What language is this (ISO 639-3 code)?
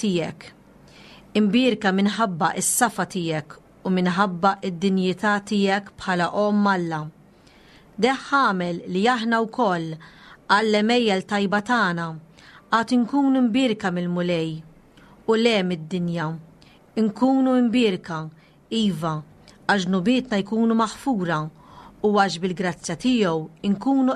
mlt